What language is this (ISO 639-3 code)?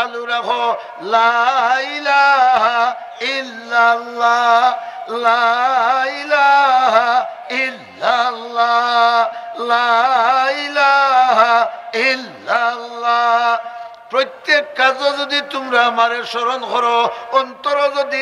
syl